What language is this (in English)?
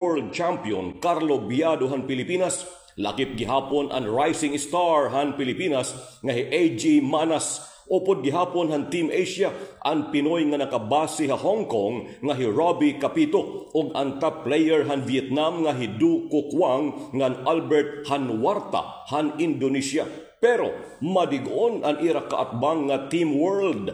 Waray